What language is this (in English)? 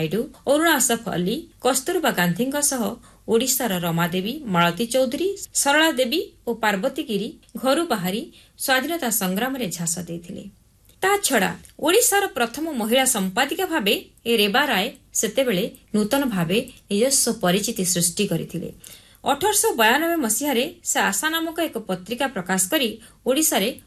Odia